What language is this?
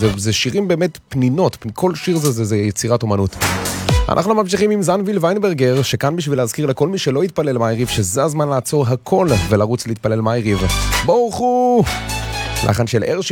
Hebrew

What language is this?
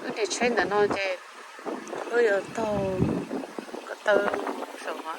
Hmong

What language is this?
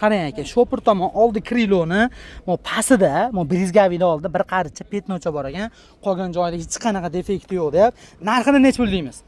Uzbek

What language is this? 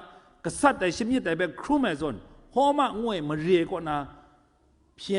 Kachin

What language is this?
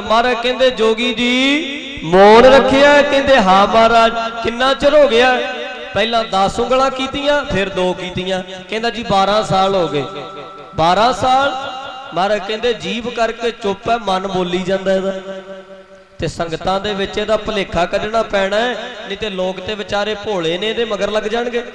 Punjabi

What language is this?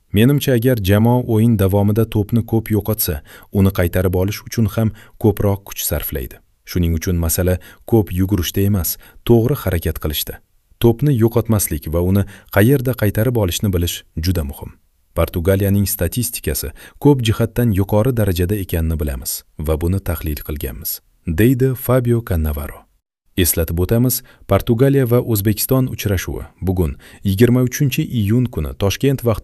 Uzbek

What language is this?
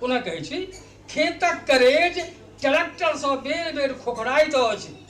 Maithili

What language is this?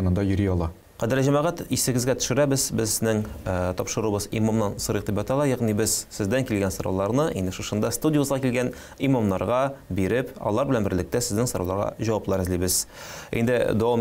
Tatar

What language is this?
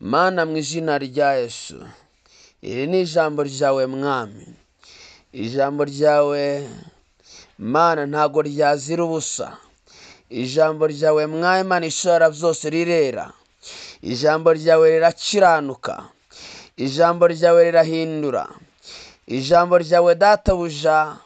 Kinyarwanda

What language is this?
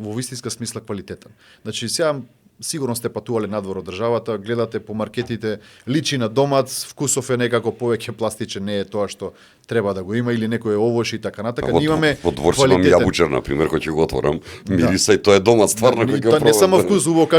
Macedonian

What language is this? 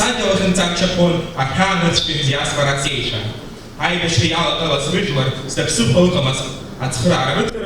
Abkhazian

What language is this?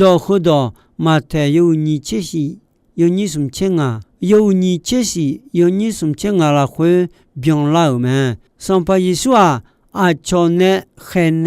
Akha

